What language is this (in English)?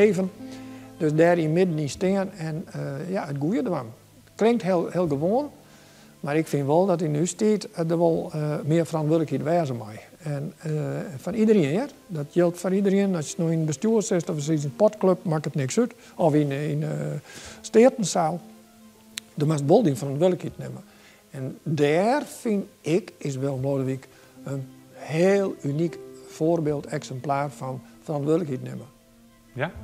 Western Frisian